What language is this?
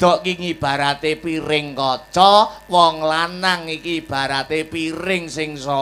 Javanese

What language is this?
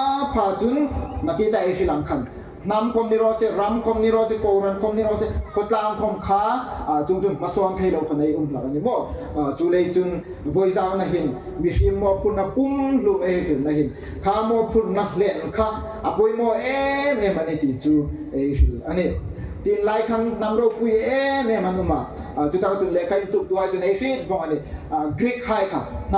Hmar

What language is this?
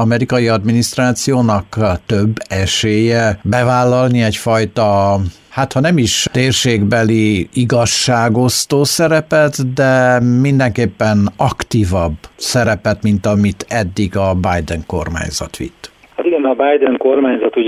Hungarian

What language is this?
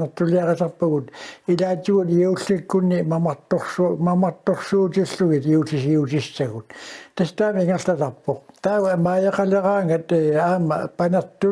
Kalaallisut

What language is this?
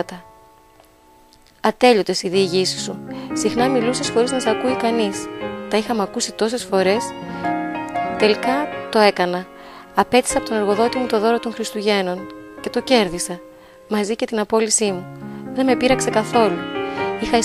Greek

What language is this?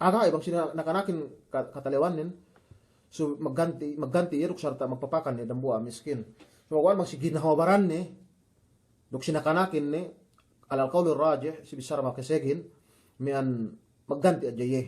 Yakan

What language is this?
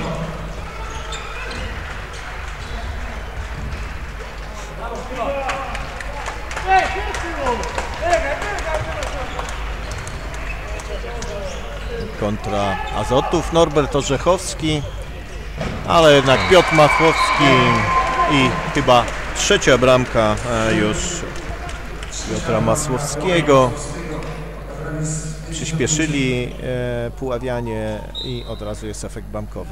Polish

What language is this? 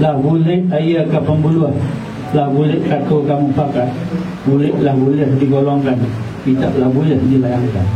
Minangkabau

